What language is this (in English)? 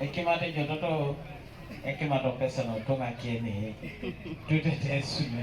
Teso